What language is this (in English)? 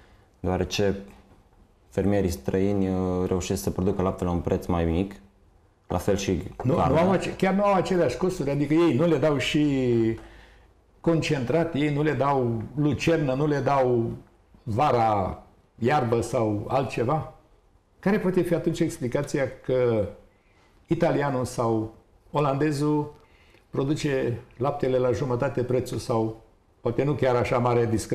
Romanian